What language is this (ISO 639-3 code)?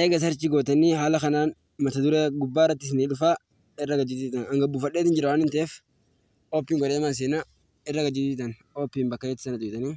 orm